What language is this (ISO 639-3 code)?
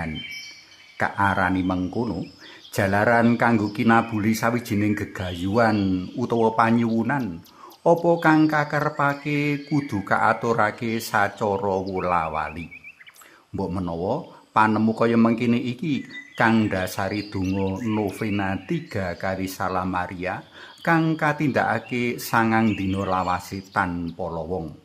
jav